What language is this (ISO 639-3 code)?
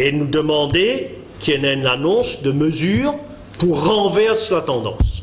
mfe